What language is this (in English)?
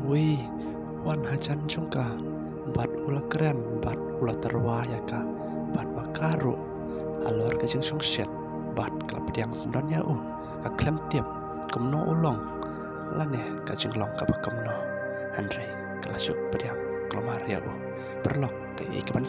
Khasi